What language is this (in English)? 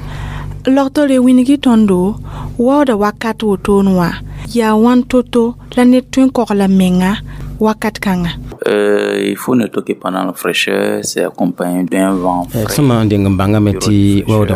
Mossi